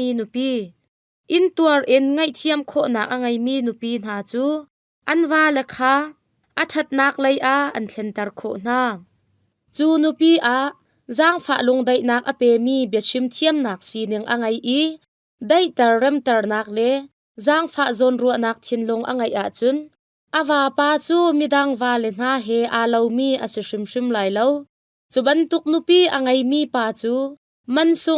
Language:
Hakha Chin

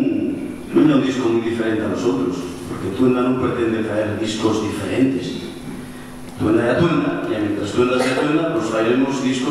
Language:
Asturian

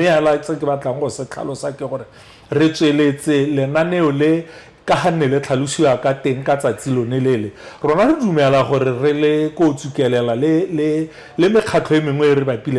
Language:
Tswana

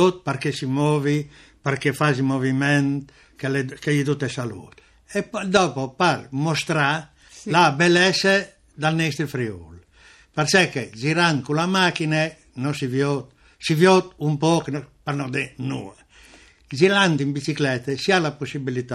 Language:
Friulian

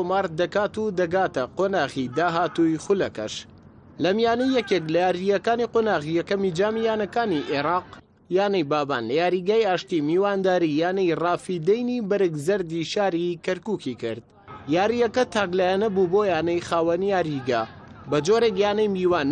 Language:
Central Kurdish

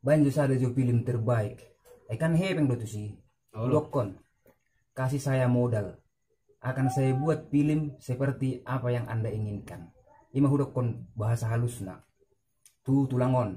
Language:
Batak Toba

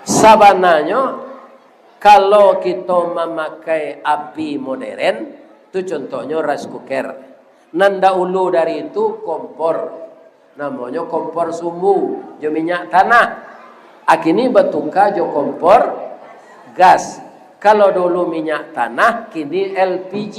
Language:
Minangkabau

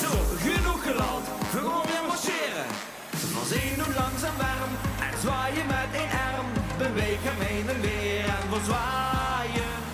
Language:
Limburgish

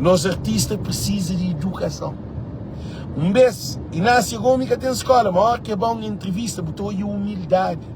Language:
Kabuverdianu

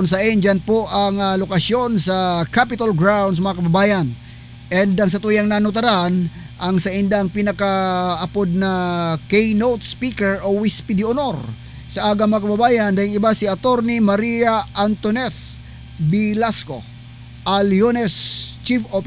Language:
Bikol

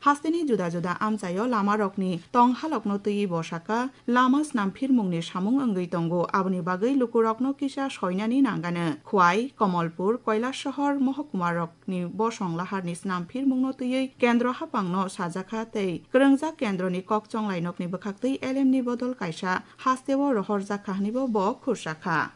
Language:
Kok Borok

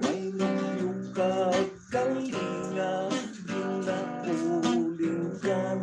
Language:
Hiligaynon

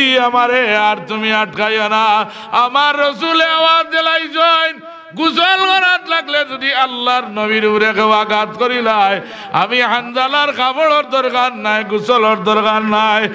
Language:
Sylheti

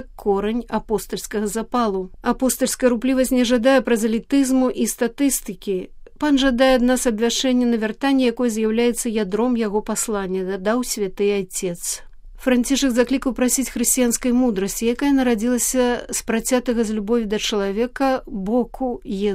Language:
Belarusian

